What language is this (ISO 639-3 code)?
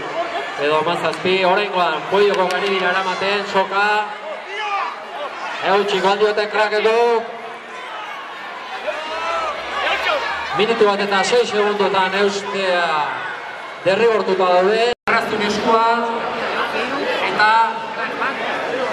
eus